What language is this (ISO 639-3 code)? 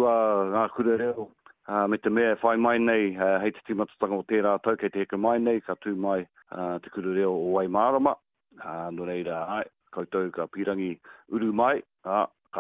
mri